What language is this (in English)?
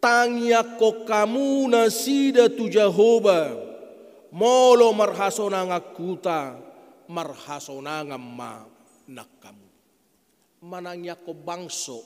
Batak Toba